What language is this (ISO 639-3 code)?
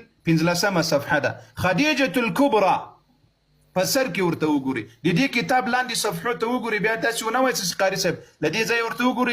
pus